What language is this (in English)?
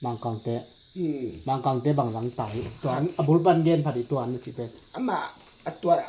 Tedim Chin